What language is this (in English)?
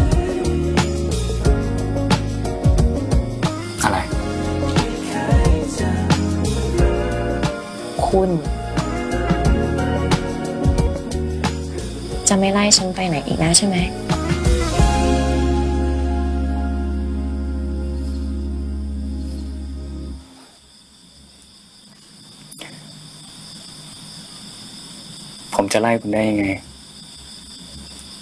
Thai